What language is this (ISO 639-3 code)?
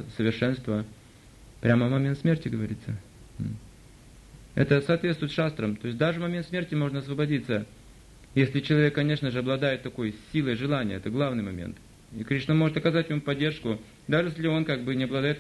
rus